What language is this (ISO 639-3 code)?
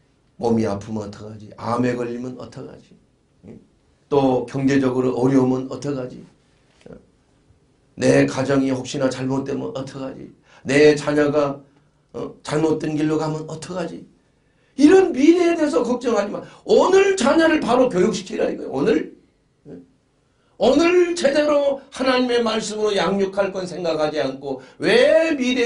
kor